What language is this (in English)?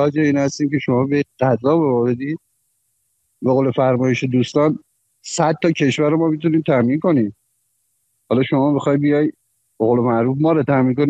Persian